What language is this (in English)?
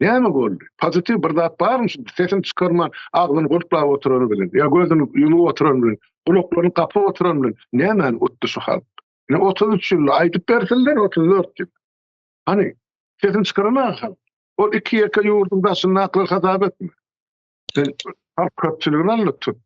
Turkmen